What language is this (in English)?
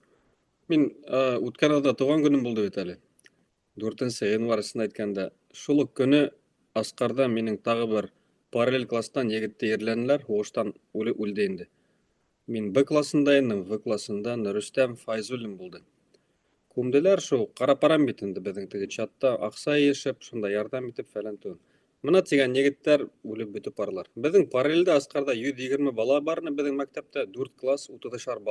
Bashkir